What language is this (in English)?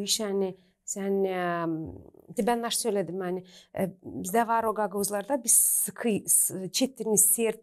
Gagauz